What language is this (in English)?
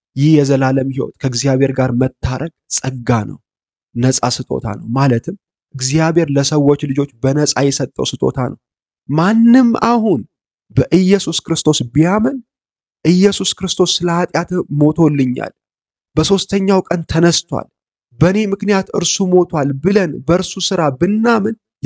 Amharic